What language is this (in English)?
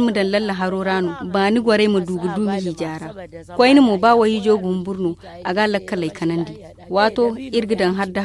Zarma